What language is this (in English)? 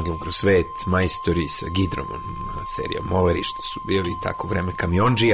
Serbian